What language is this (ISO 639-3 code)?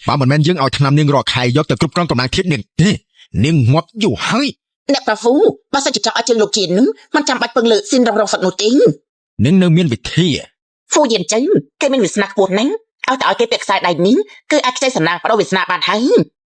khm